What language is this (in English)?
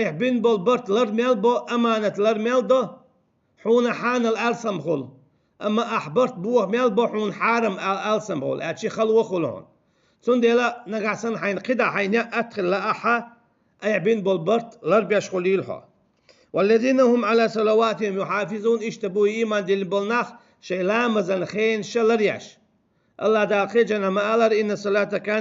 Chechen